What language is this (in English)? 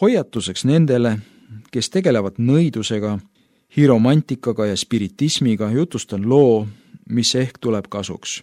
Estonian